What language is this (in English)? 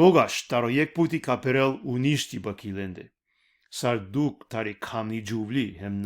Balkan Romani